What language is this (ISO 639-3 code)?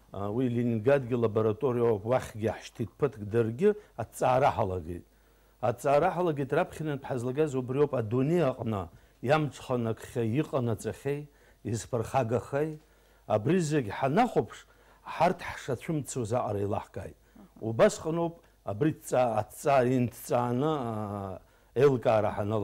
abk